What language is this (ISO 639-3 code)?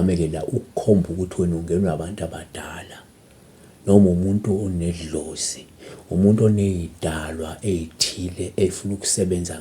zul